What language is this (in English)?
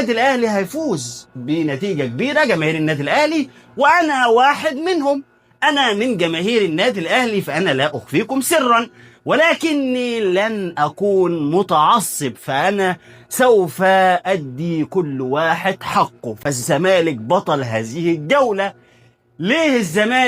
Egyptian Arabic